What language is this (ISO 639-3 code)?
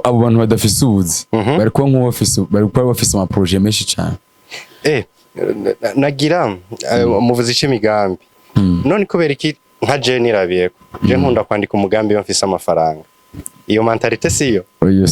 run